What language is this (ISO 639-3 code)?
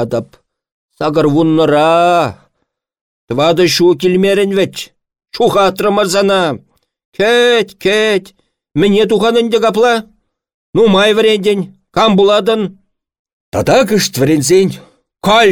chv